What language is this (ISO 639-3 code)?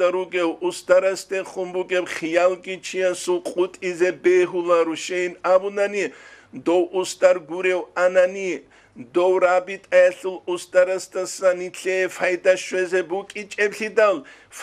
ava